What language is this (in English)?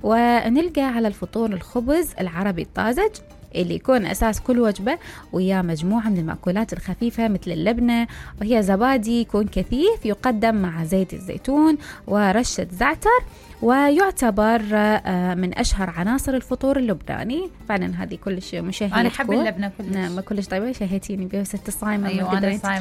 Mesopotamian Arabic